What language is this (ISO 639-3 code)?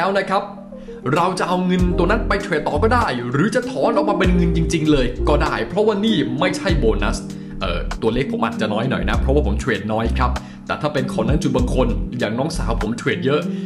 tha